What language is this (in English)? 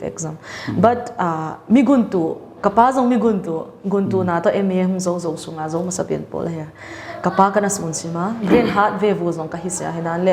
Paite Chin